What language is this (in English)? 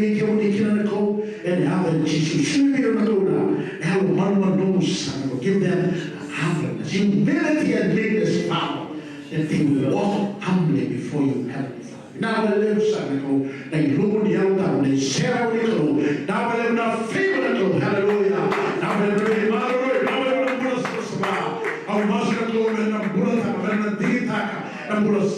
Fijian